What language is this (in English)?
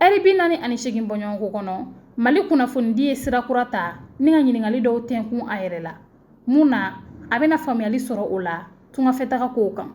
Bambara